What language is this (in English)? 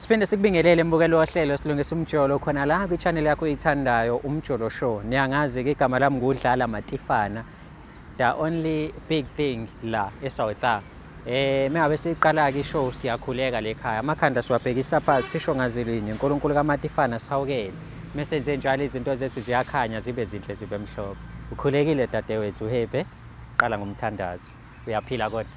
Zulu